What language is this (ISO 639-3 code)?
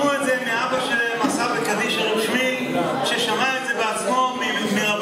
heb